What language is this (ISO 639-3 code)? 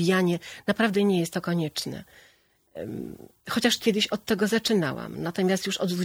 pol